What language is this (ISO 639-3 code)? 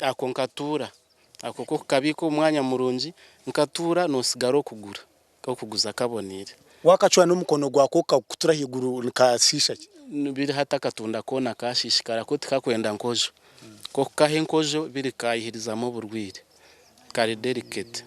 nyn